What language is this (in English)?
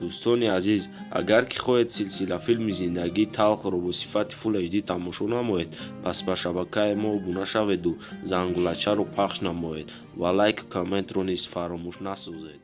Tajik